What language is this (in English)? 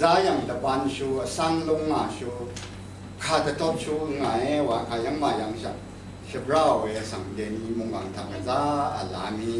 Rawang